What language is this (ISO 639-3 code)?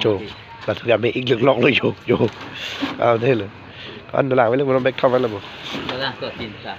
mjw